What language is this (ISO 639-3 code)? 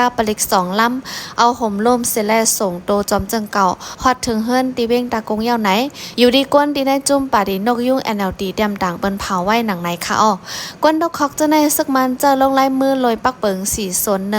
shn